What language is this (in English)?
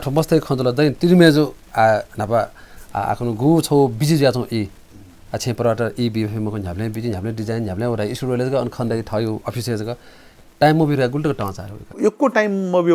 Newari